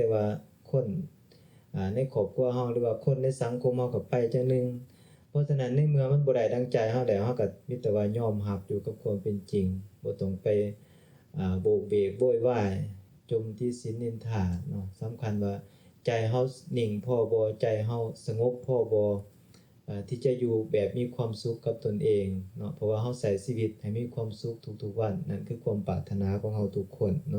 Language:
Lao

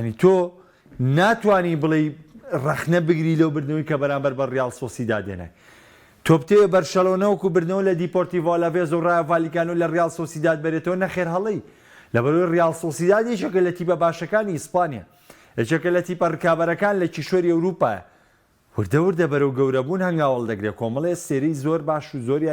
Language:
Central Kurdish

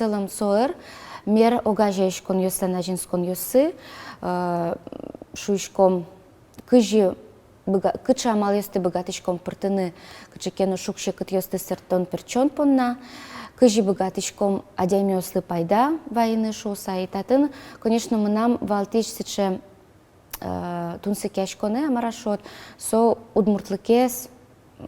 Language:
Udmurt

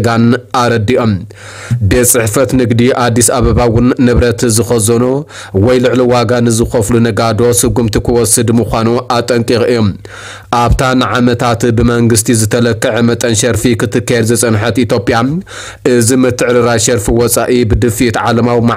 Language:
Tigrinya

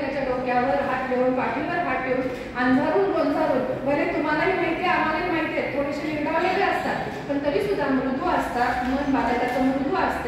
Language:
Marathi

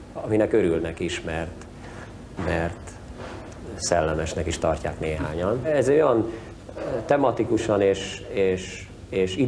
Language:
Hungarian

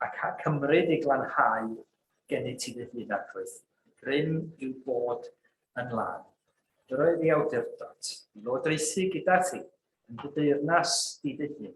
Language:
Welsh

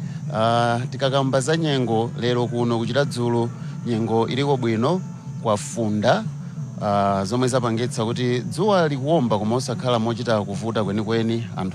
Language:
Nyanja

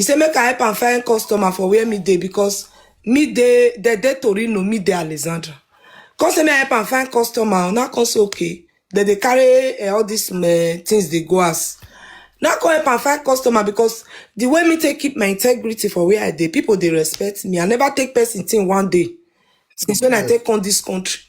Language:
Nigerian Pidgin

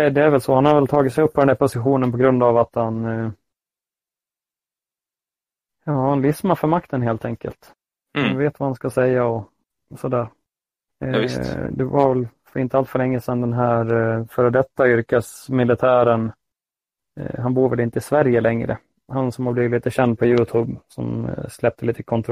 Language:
Swedish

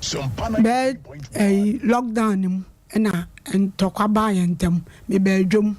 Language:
Akan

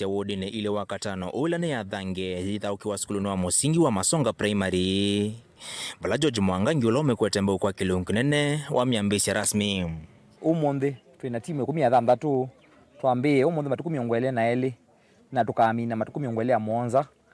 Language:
Kamba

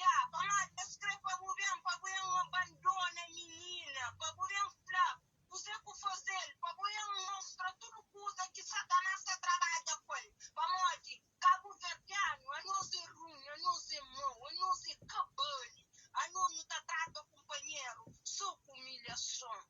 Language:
Kabuverdianu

